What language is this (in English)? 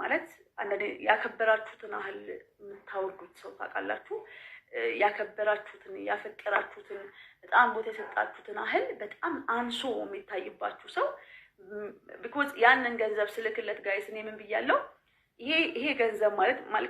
Amharic